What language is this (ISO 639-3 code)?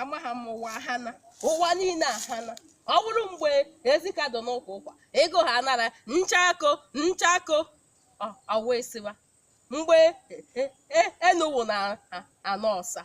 ibo